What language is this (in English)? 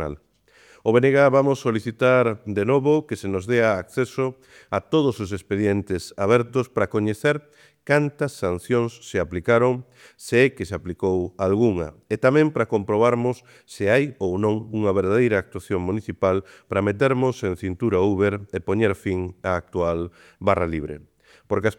Galician